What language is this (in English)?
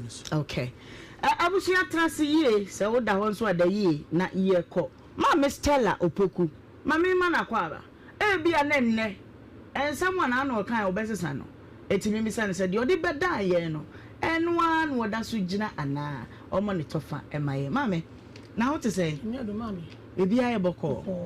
Akan